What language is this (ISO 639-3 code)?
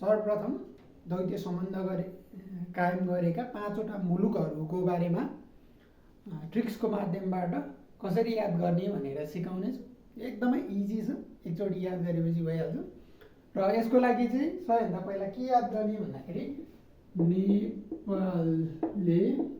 nep